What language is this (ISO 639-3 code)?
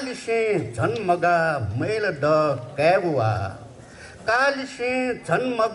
new